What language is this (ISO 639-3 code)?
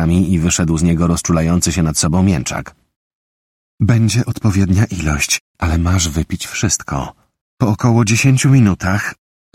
pol